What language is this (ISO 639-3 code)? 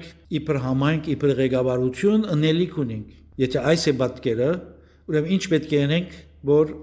hyw